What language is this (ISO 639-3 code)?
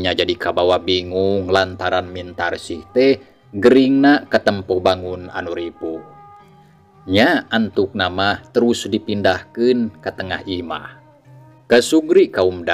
sun